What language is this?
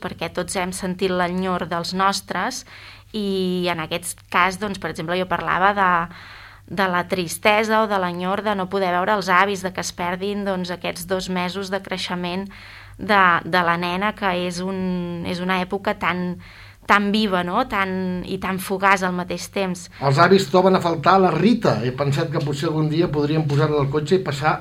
Catalan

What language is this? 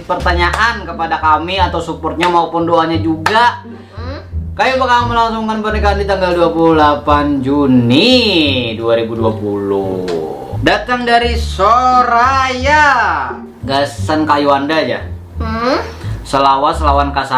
Banjar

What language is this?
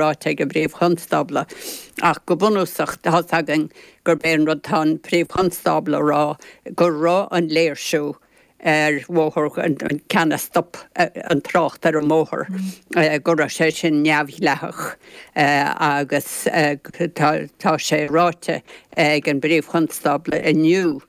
Irish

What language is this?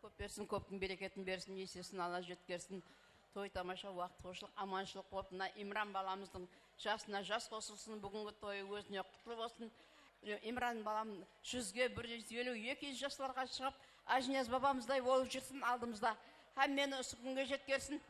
Kara-Kalpak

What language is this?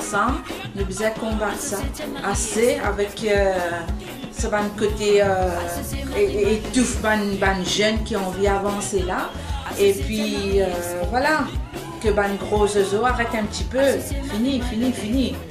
Morisyen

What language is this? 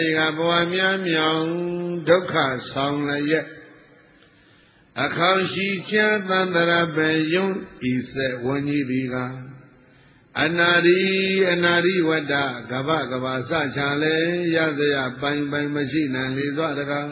Burmese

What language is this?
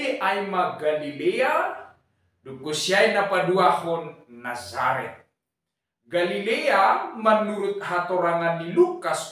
Batak Simalungun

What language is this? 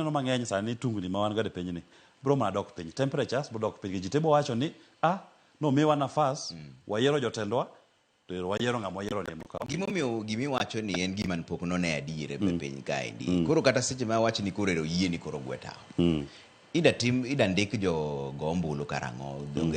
Luo (Kenya and Tanzania)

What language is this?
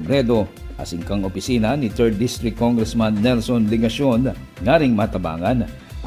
Bikol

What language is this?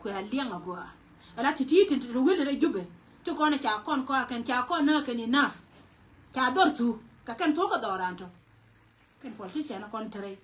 Nuer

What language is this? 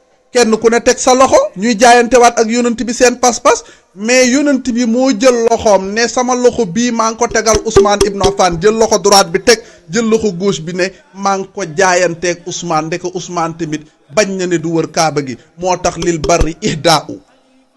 Wolof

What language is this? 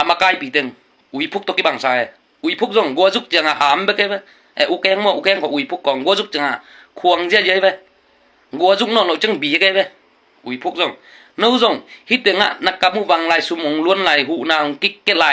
Tedim Chin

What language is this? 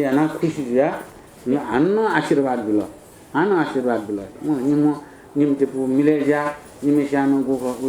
Newari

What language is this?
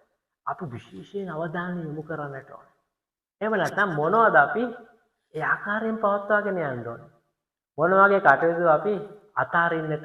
Sinhala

